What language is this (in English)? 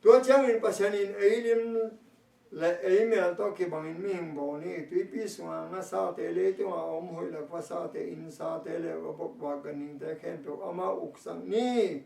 Tedim Chin